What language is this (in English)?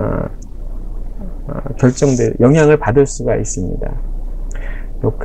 Korean